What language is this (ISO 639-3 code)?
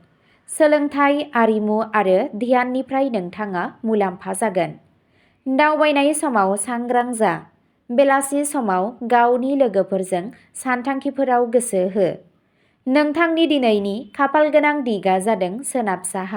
brx